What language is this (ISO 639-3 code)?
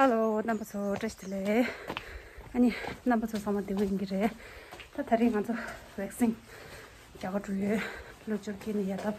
bod